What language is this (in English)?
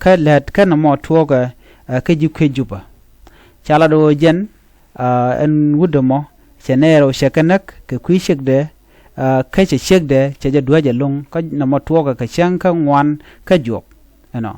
Nuer